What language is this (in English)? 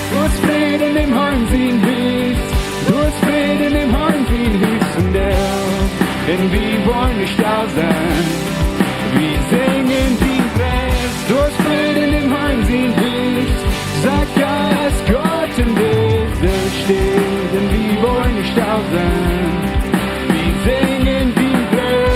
Plautdietsch